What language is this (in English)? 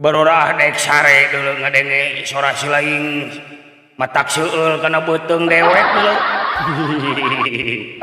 Sundanese